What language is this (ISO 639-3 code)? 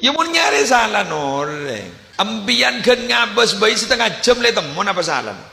mad